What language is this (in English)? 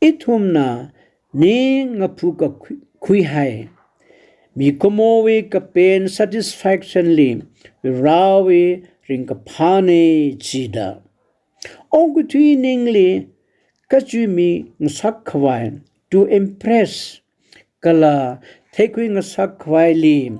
Tangkhul Naga (India)